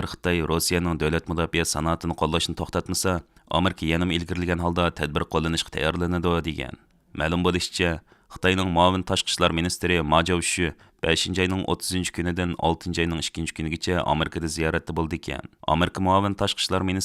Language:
Uyghur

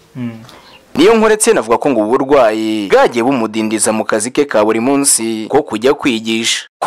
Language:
Kinyarwanda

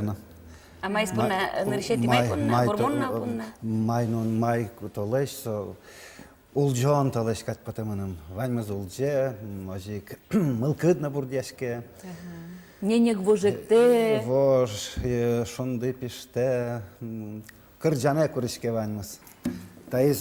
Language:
Udmurt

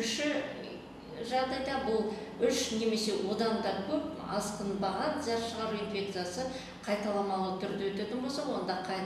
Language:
Kazakh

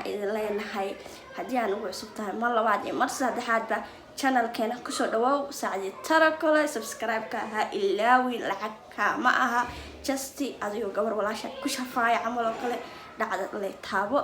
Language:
Somali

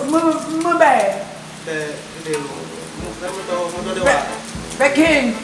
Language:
Achinese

